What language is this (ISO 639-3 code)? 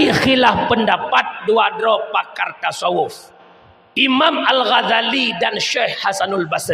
ace